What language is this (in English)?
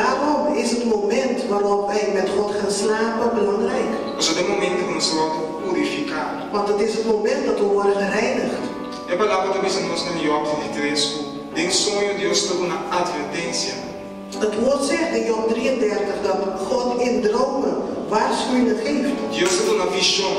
Papiamento